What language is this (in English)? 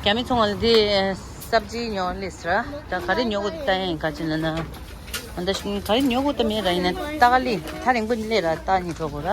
Tibetan